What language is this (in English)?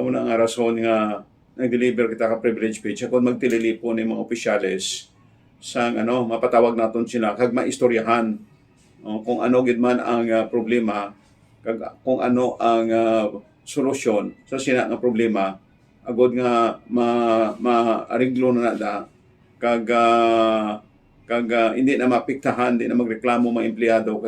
Hiligaynon